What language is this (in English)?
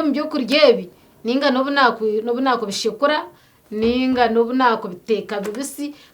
Nyankole